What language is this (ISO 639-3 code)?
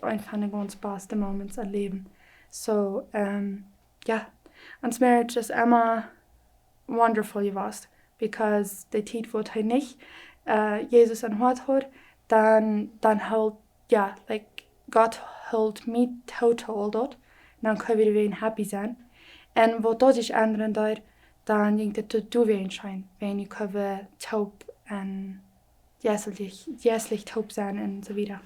pdt